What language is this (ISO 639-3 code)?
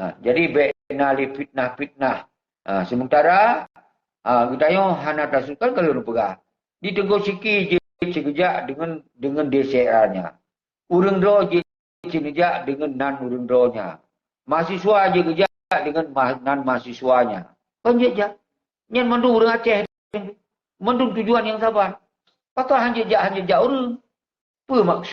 ace